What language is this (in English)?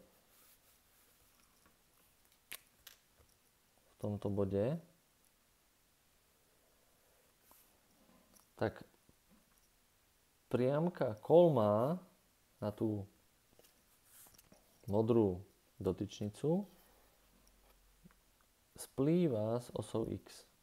Slovak